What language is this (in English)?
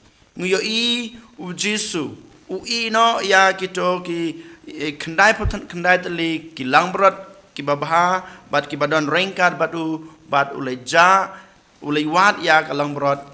Khasi